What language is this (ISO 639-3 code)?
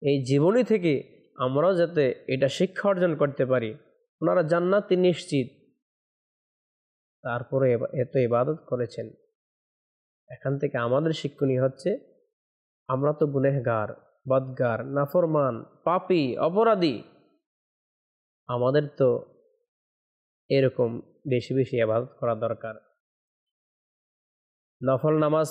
ben